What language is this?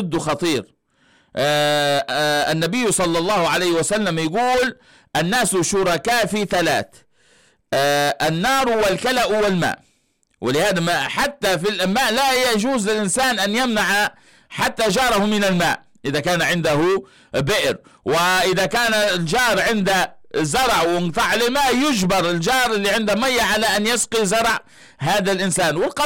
Arabic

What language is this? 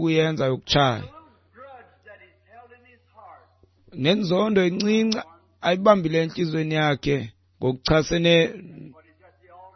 Xhosa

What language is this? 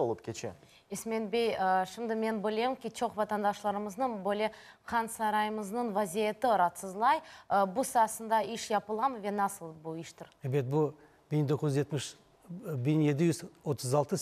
Crimean Tatar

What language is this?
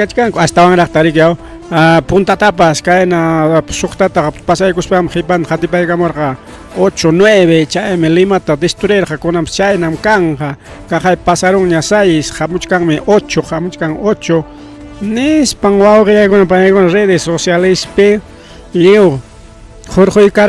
Ayacucho Quechua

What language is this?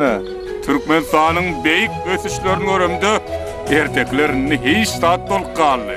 Turkmen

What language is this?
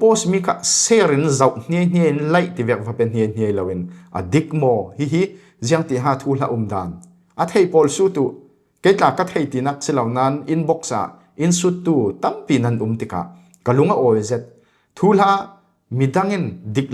Falam Chin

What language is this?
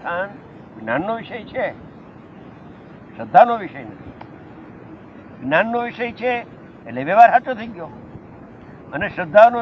Gujarati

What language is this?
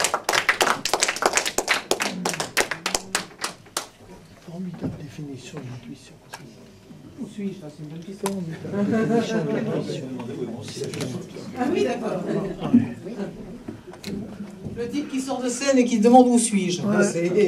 French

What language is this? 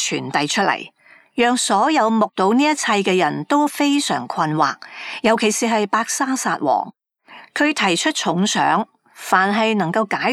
Cantonese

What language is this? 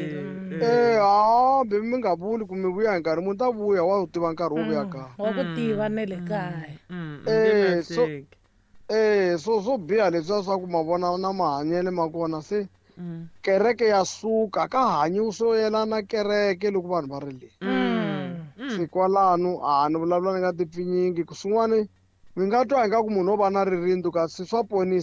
Tsonga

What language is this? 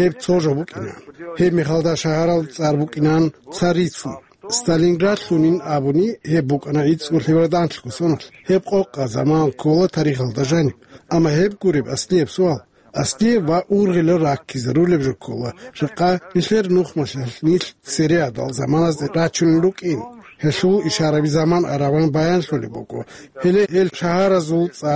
Avaric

